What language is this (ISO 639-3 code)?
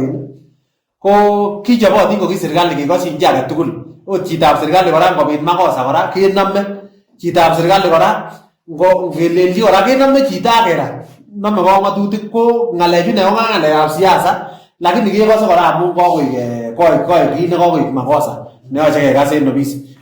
kln